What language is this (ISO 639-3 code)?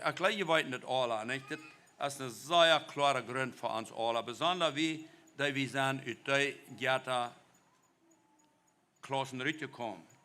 pdt